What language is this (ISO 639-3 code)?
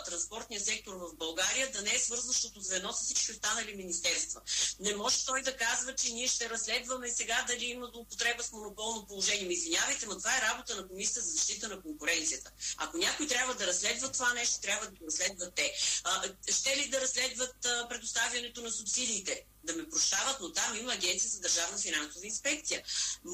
bul